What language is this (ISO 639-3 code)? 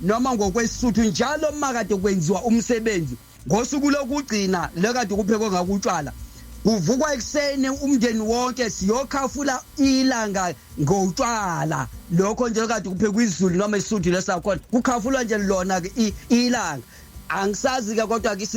zul